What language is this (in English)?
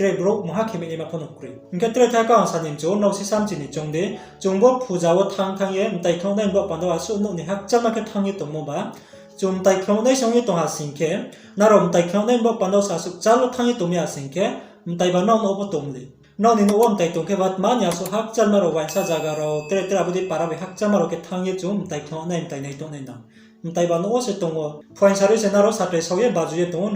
Riang (India)